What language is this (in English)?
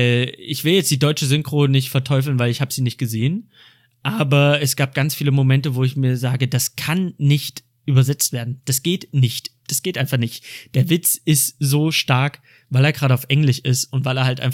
German